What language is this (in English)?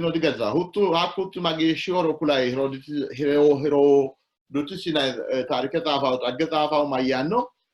Sidamo